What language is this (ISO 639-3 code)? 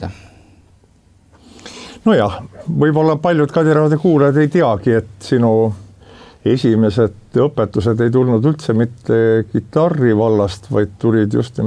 est